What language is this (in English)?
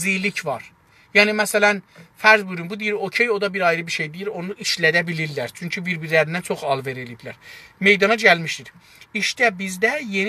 South Azerbaijani